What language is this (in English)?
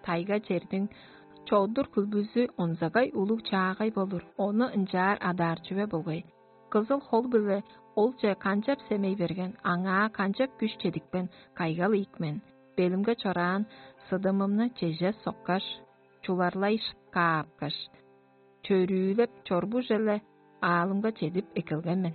Tuvinian